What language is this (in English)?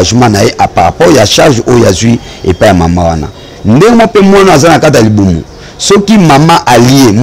Lingala